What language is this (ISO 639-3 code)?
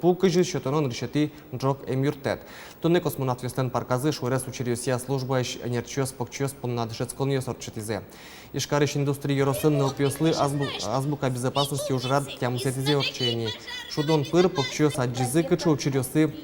udm